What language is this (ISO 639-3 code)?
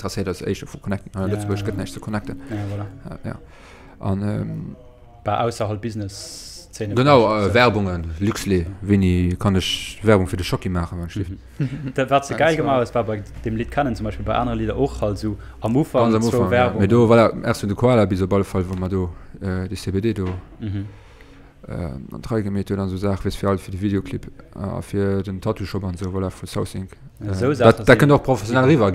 ltz